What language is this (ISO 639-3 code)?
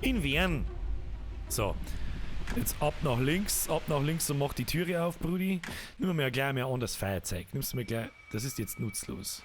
bar